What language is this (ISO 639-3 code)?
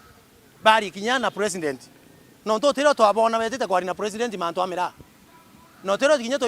mer